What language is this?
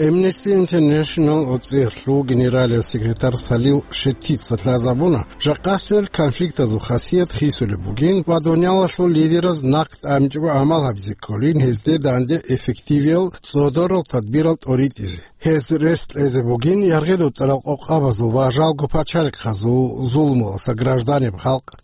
Avaric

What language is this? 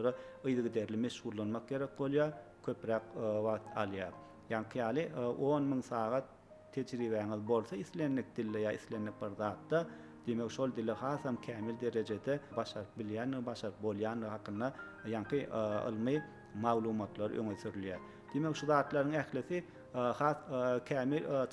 Turkmen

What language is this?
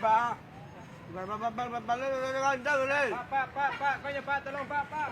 Minangkabau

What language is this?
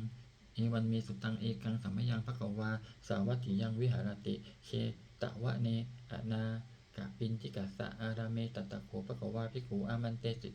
Pali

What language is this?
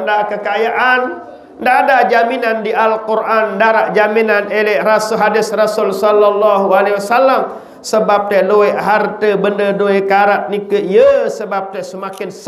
Sasak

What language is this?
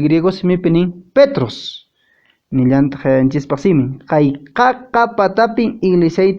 Quechua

